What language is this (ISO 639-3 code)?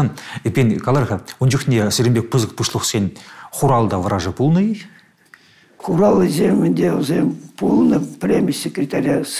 chv